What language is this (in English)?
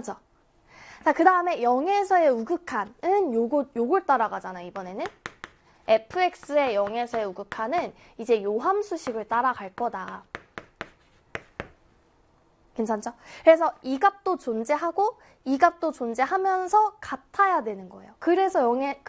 Korean